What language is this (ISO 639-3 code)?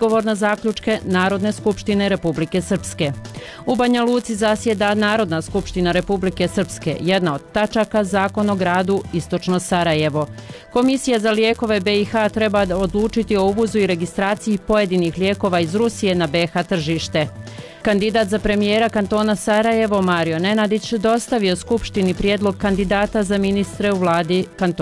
bos